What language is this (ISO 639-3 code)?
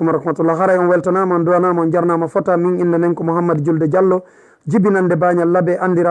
ful